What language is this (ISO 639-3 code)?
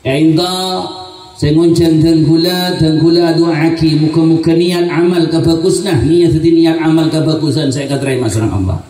mad